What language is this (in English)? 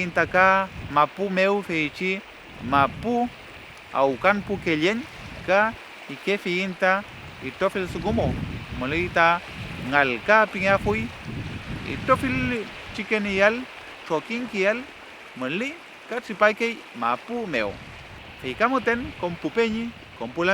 Mapuche